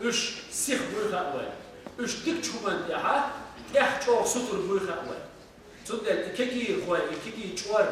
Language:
Chechen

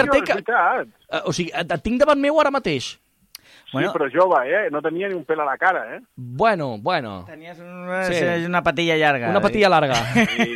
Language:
Catalan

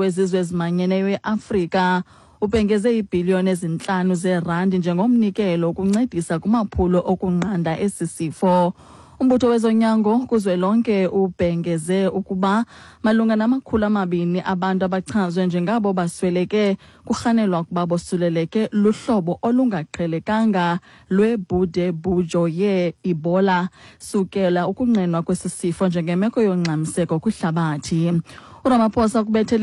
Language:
Xhosa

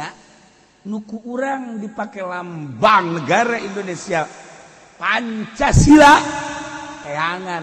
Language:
Sundanese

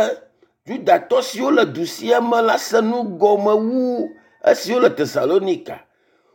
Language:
Ewe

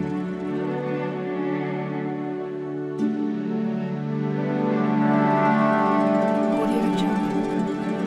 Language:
Malay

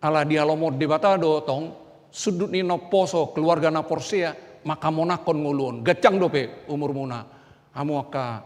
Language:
Batak Toba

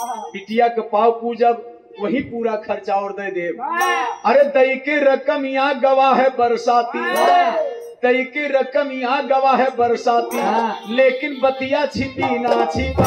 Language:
Bhojpuri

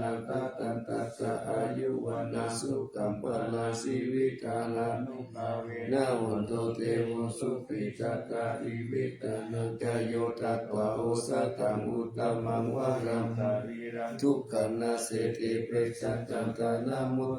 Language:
Pali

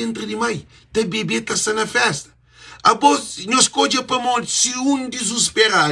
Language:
Kabuverdianu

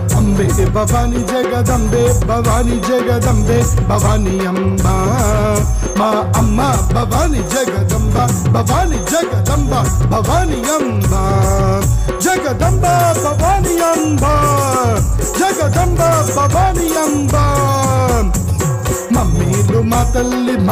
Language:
Telugu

